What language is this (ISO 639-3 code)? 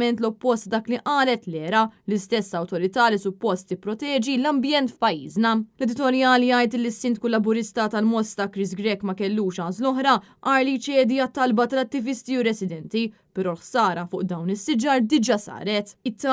mlt